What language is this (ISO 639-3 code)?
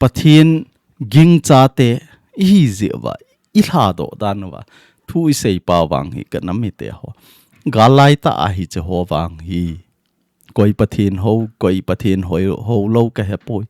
tcz